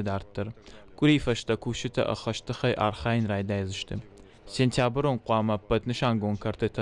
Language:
Ossetic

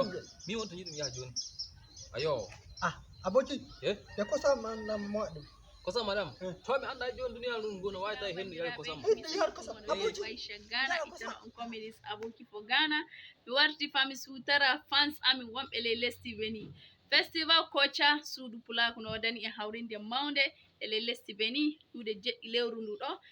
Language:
Fula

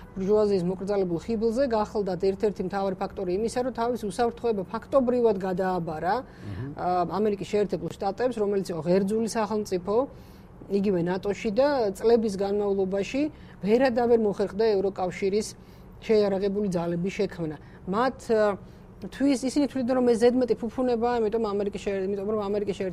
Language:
Georgian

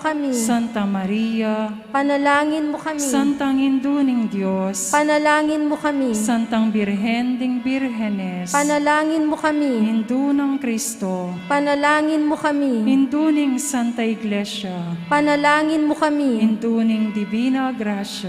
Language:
Pampanga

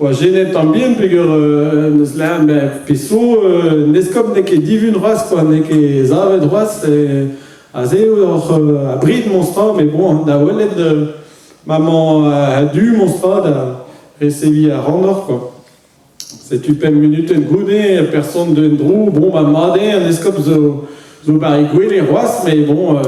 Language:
Breton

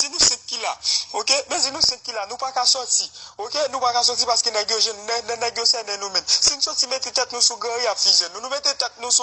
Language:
Haitian Creole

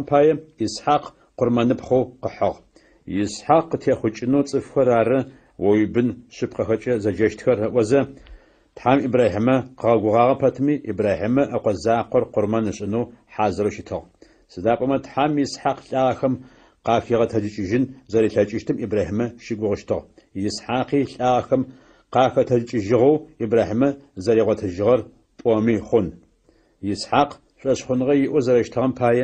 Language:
Adyghe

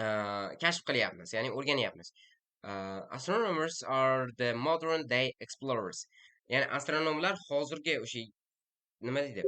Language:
Uzbek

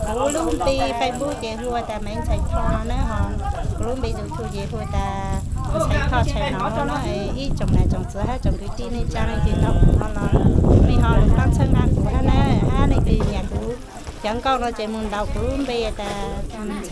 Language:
Hmong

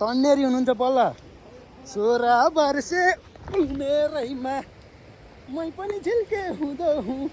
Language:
Nepali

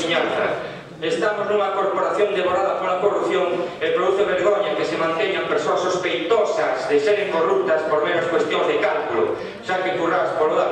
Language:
Galician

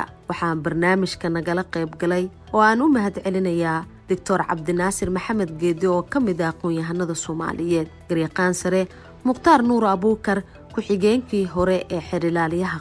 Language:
Somali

